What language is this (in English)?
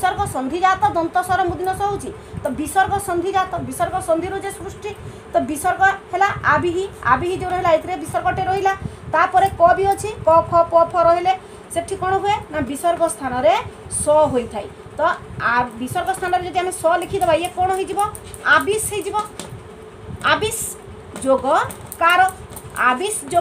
Odia